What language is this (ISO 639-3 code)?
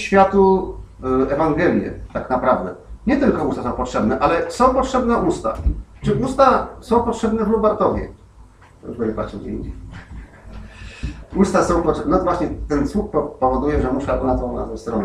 pol